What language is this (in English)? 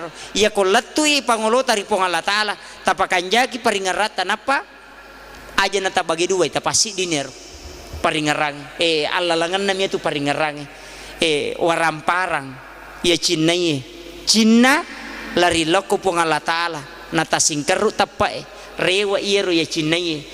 Buginese